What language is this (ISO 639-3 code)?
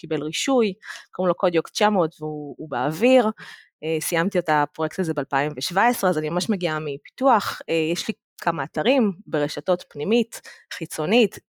heb